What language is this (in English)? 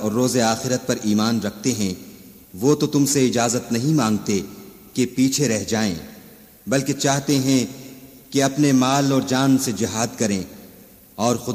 Urdu